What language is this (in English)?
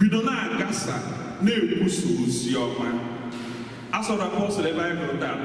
Igbo